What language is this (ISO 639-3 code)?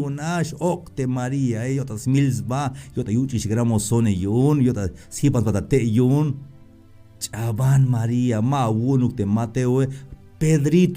tzh